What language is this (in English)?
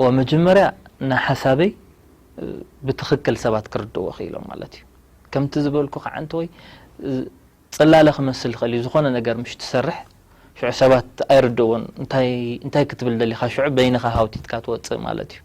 Tigrinya